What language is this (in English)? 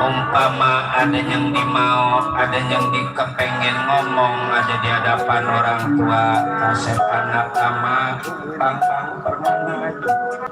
Betawi